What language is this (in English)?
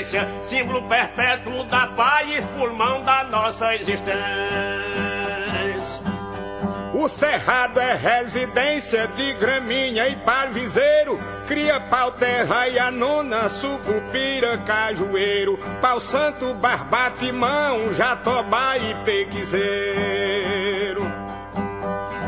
Portuguese